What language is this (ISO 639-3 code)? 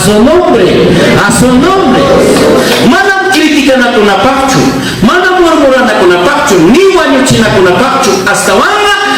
quy